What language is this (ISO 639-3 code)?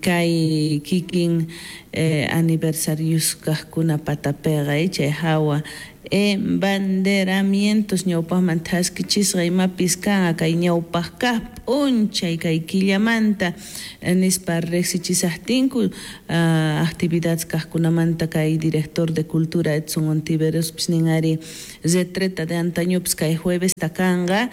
quh